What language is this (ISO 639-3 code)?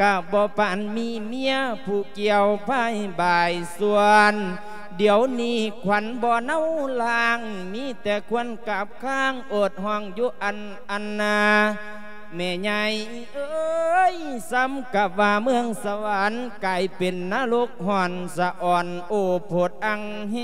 lao